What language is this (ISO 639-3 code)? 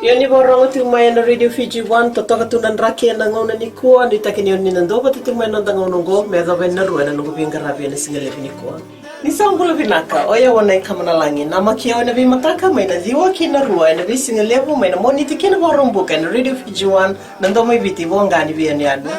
fij